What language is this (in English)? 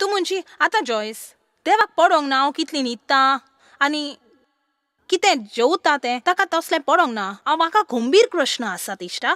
Konkani